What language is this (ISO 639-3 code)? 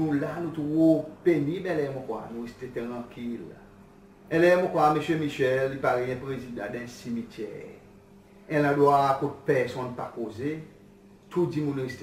crs